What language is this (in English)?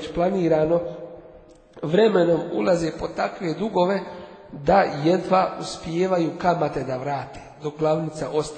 Bosnian